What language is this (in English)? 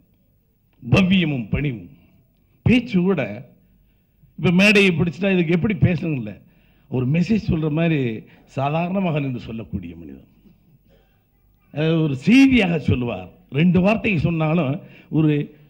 Tamil